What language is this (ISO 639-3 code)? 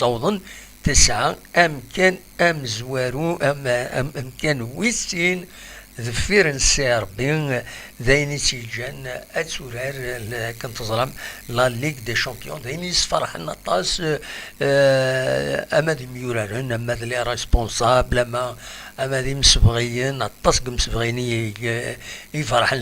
kab